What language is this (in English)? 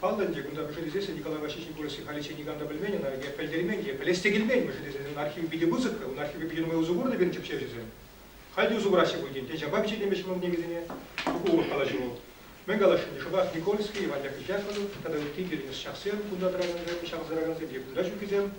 Chuvash